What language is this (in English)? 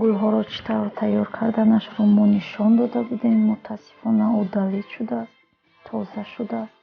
Tajik